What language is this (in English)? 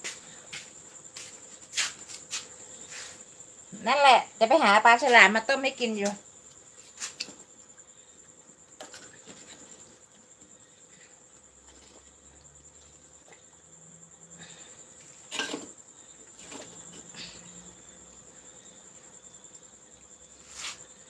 Thai